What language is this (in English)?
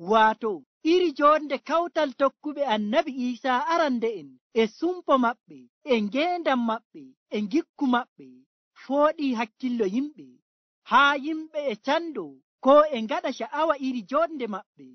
Nigerian Fulfulde